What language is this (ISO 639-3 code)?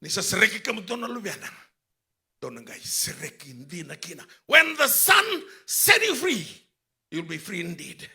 fij